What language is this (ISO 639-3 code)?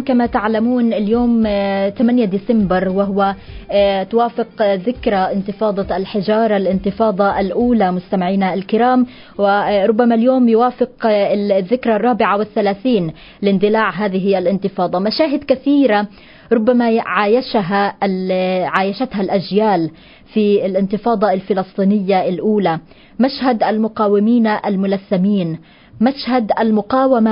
ara